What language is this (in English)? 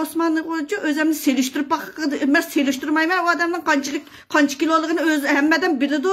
Uyghur